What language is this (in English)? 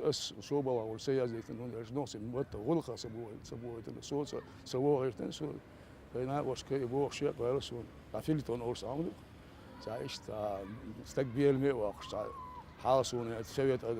Chechen